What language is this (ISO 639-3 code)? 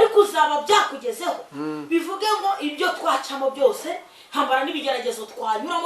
kin